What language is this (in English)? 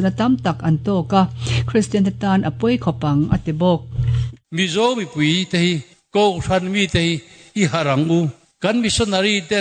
Mizo